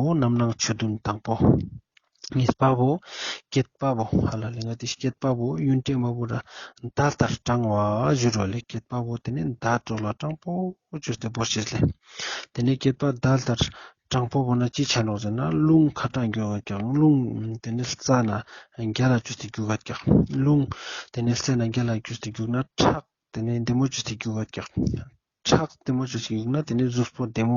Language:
Ladakhi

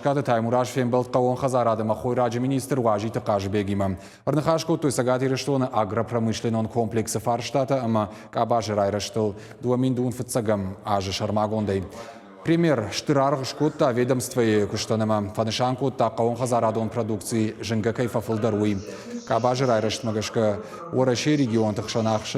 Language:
Ossetic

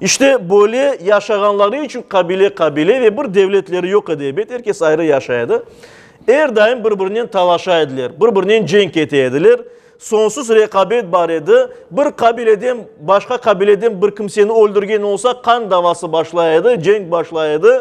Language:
Crimean Tatar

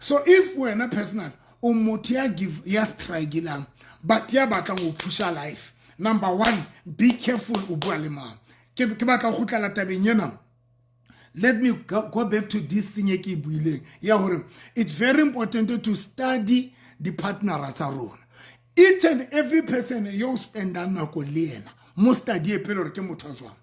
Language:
Southern Sotho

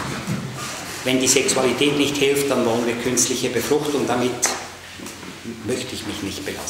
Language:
German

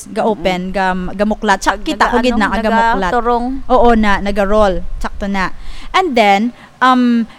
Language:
Hiligaynon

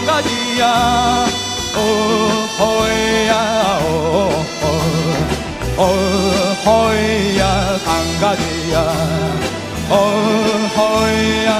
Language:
Korean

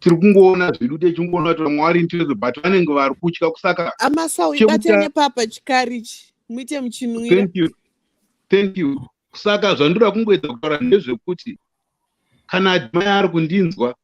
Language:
Shona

